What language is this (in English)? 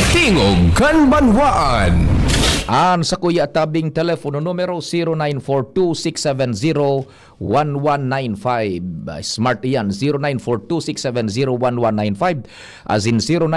Bikol